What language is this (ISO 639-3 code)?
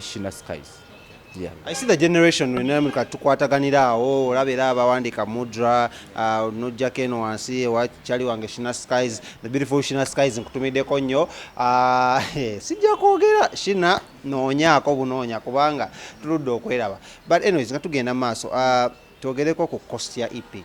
lug